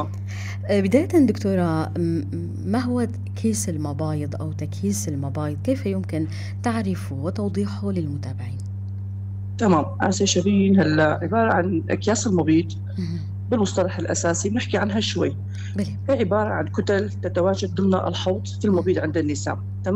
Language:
North Levantine Arabic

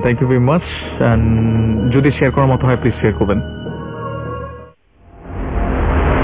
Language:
Bangla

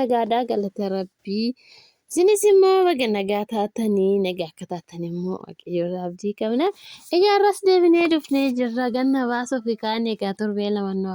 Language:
Oromo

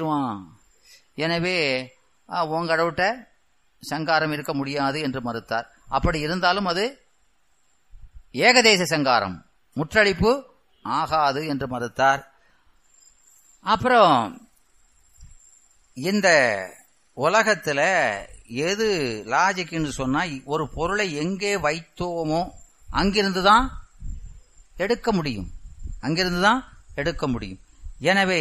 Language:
Tamil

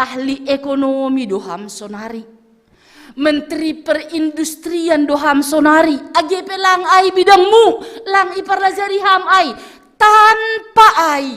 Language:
Batak Simalungun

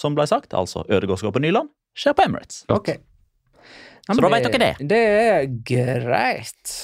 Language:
Norwegian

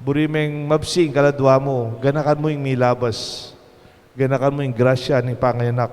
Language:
Pampanga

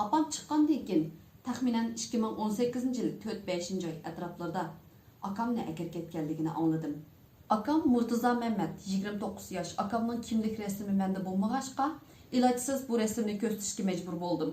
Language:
Uyghur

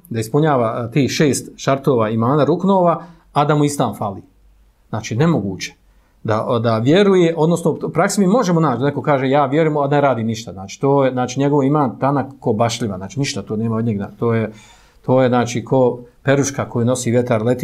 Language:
Bosnian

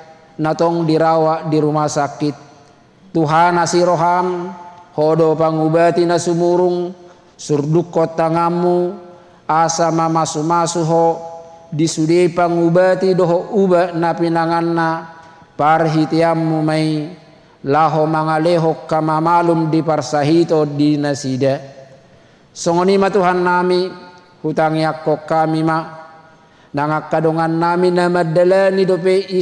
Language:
Batak Toba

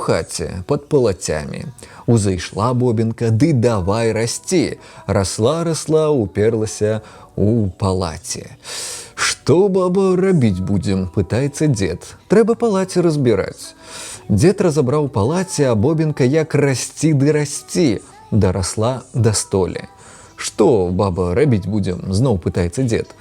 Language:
Belarusian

